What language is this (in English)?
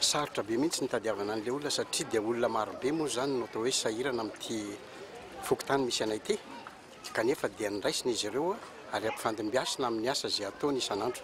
Malagasy